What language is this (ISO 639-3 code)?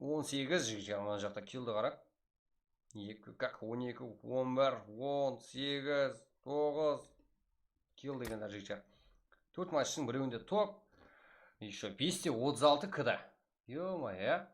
kaa